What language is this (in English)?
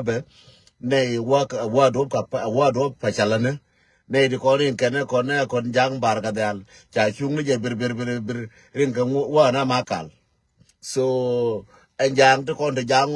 Nuer